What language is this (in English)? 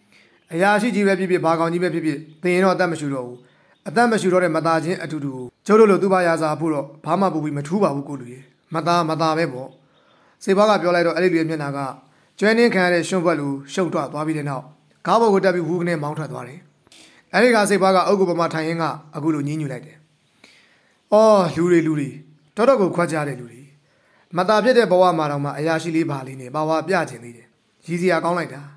Burmese